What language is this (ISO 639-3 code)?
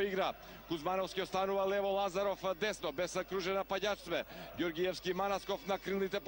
mkd